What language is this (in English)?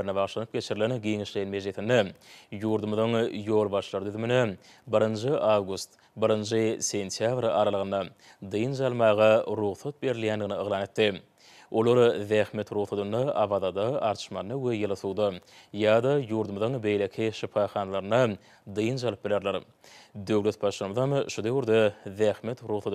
Turkmen